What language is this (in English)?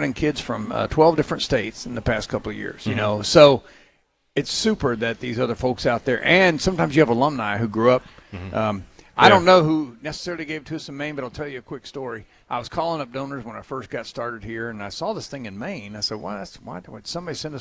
English